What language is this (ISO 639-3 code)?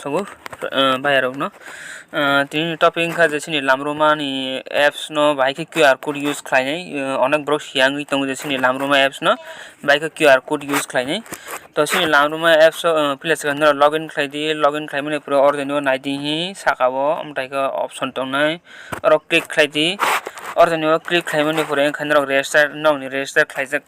trp